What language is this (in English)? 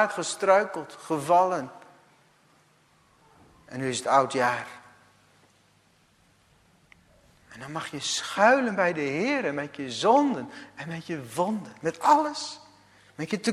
Dutch